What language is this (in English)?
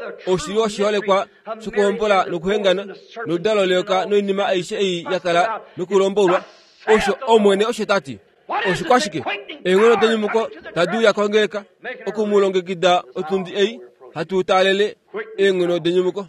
Kuanyama